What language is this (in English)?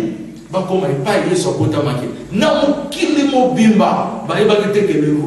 Lingala